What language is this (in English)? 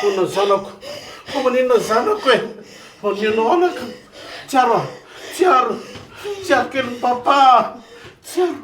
Malagasy